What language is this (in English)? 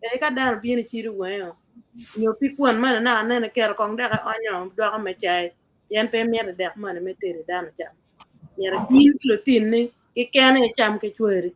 Acoli